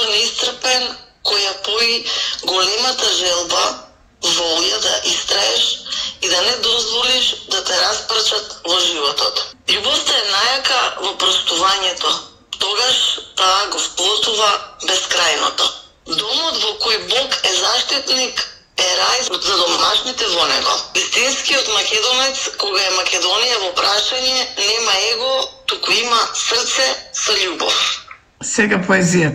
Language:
Macedonian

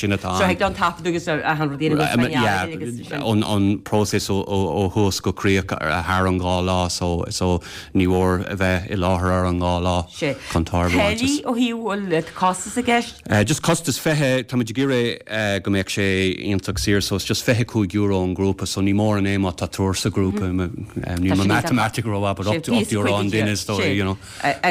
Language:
Irish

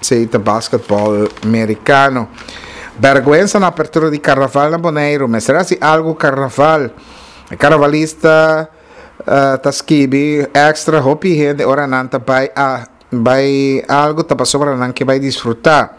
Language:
Papiamento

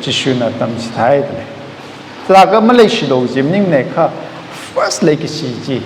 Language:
Tangkhul Naga (India)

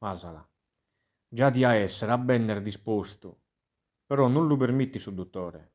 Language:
Sardinian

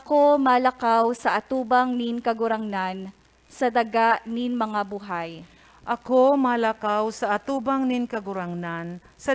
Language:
Bikol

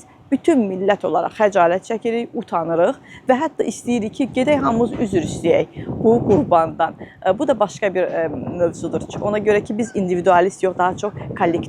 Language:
Azerbaijani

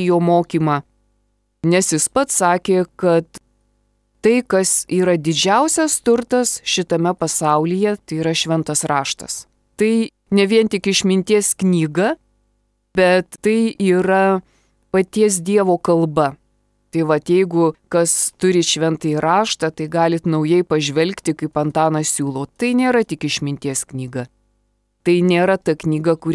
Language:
Lithuanian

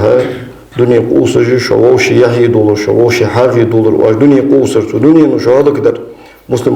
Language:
Ingush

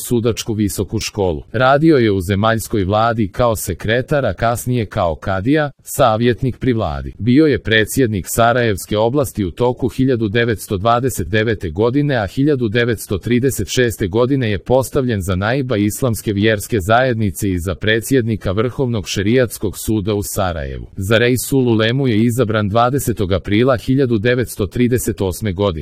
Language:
Croatian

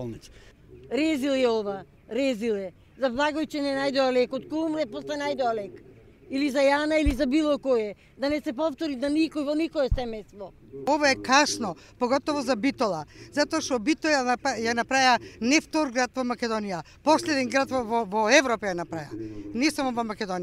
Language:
Macedonian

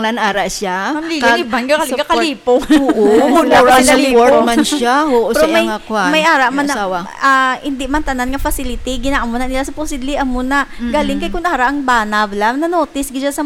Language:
Hiligaynon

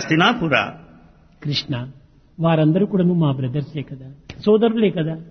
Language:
Telugu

